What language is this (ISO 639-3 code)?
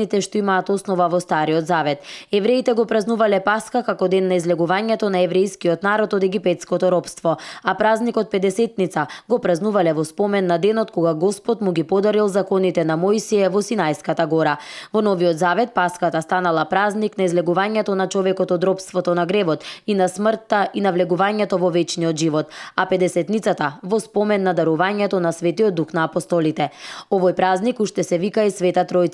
mkd